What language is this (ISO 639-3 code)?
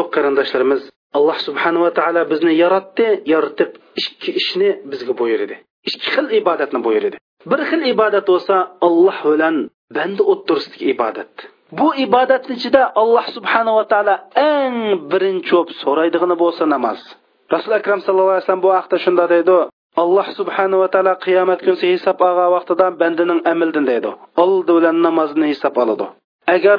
uig